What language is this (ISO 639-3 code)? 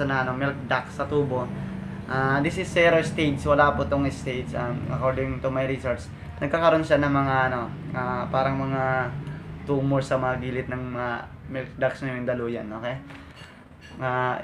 fil